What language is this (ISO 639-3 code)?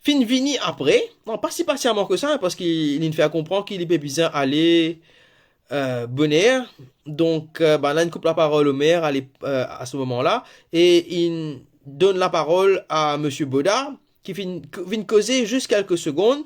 mfe